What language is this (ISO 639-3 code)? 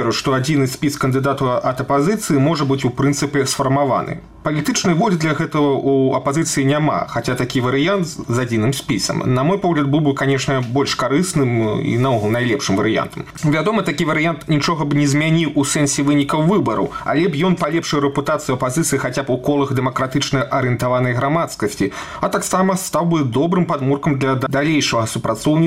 bel